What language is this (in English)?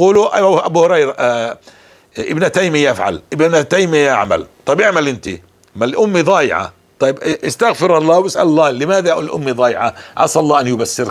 North Levantine Arabic